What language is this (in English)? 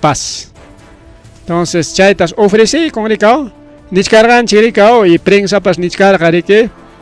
Ayacucho Quechua